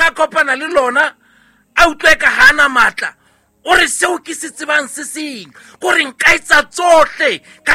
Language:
Southern Sotho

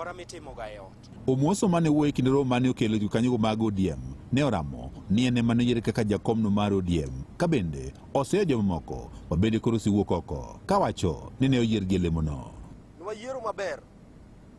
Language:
Luo (Kenya and Tanzania)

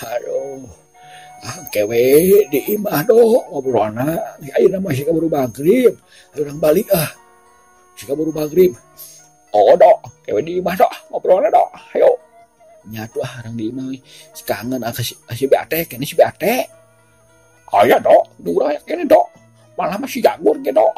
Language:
Sundanese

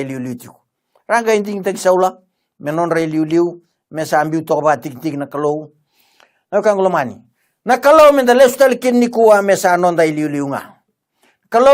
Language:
Fijian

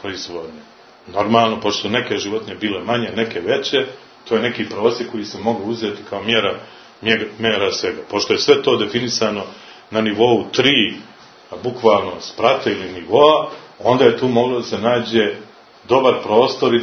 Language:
Serbian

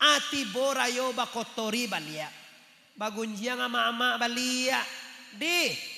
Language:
Minangkabau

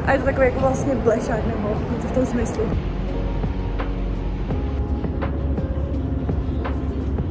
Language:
Czech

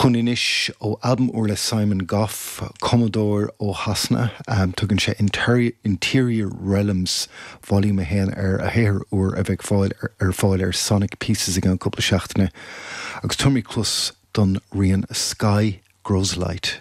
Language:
Irish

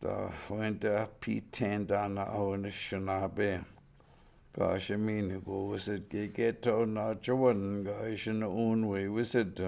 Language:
Chippewa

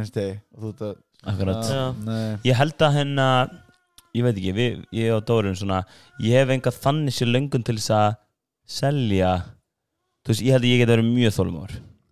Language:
Icelandic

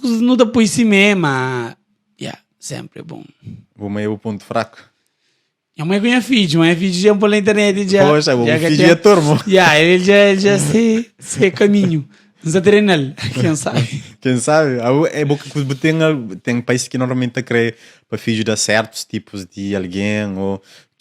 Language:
Kabuverdianu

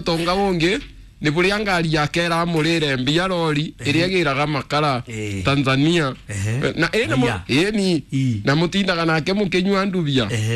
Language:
Kikuyu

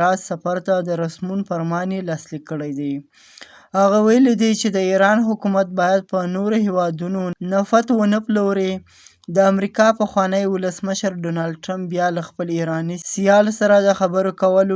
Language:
Pashto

